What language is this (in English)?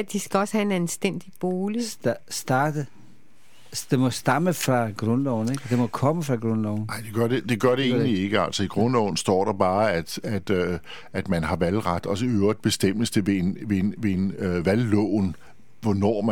Danish